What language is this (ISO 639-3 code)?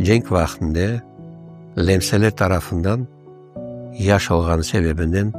crh